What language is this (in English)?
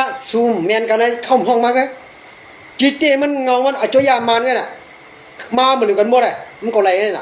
Shan